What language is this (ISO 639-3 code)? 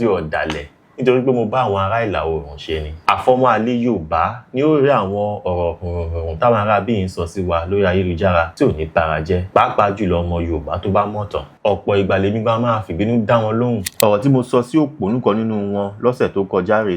yor